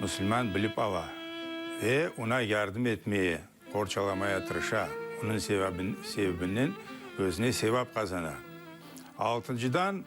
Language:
Crimean Tatar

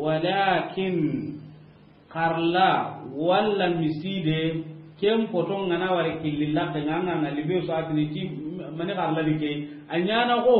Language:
Soninke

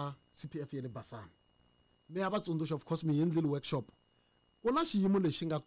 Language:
Tsonga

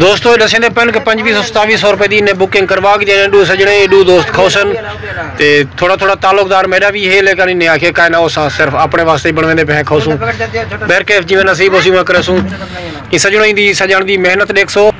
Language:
Saraiki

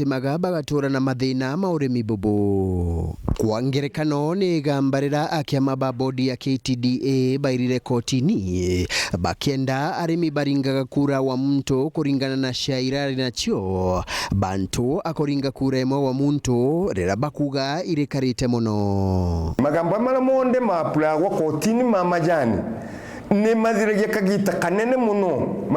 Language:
Meru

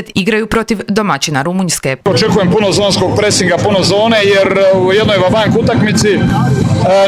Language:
Croatian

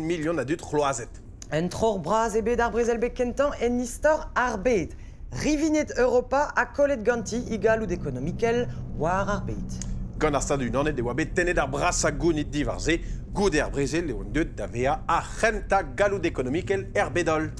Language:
Breton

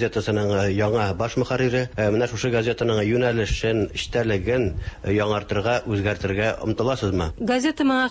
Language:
Tatar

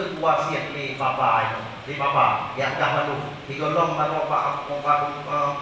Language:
Achinese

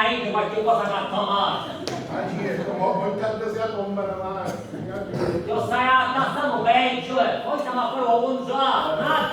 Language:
Sicilian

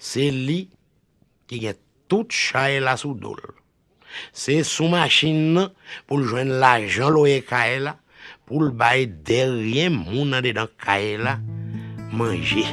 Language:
Haitian Creole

